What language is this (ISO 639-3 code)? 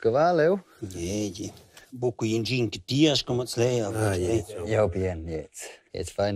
roh